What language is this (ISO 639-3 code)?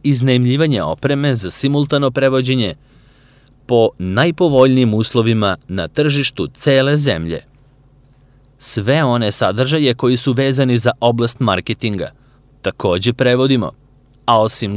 srp